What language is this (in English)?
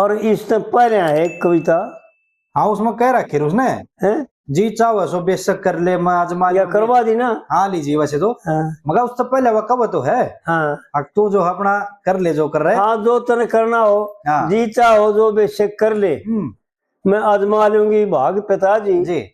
Haryanvi